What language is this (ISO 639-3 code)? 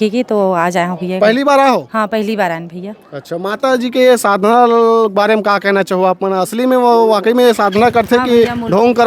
hne